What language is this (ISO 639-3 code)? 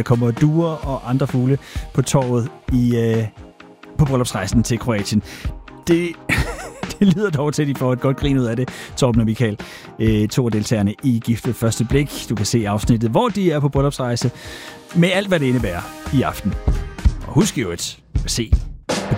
dan